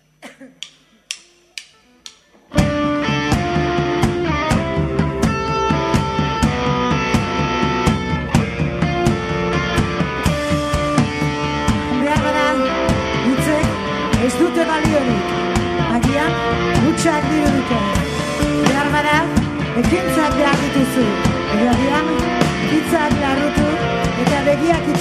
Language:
Basque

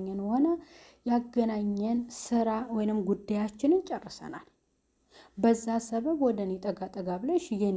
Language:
Amharic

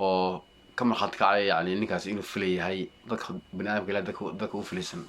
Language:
Somali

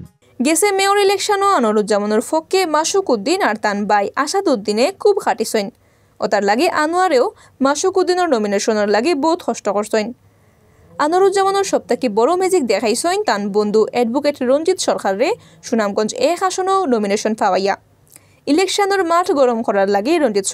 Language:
Sylheti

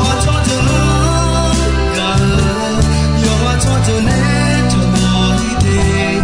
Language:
Akha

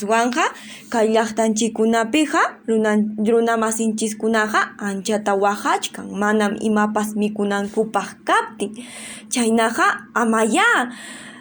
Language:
Ayacucho Quechua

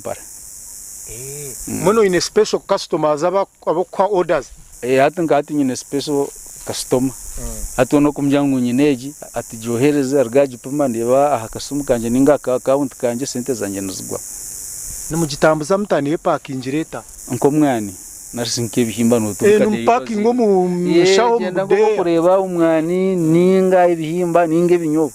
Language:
Nyankole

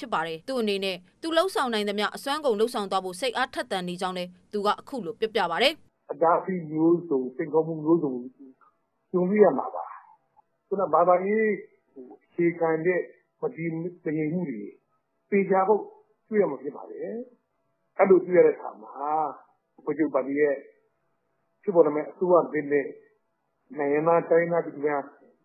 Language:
Burmese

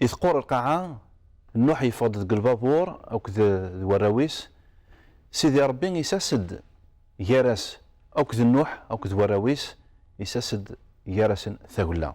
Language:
Kabyle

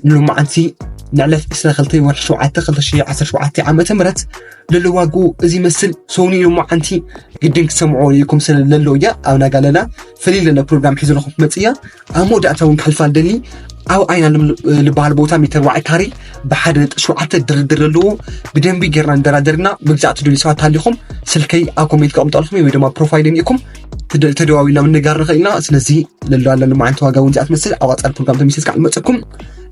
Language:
Tigrinya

